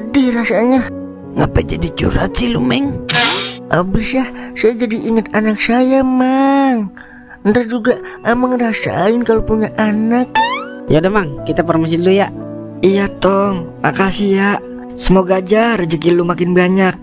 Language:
Betawi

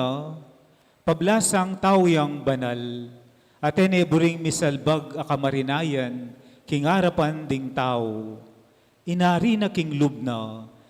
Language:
Pampanga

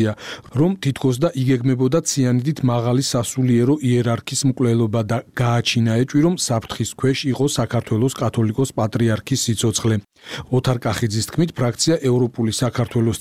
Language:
Georgian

